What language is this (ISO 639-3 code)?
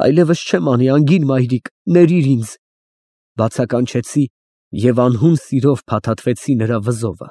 hye